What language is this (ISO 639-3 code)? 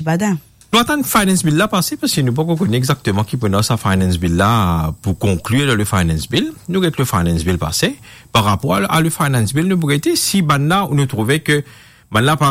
mfe